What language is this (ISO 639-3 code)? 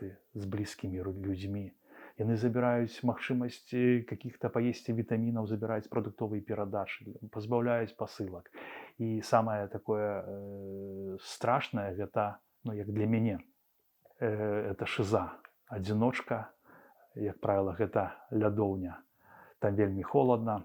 bel